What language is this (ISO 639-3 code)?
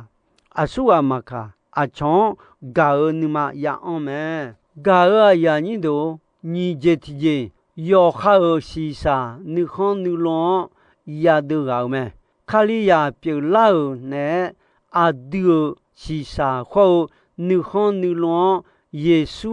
ahk